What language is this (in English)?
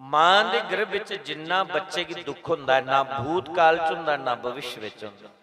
Dogri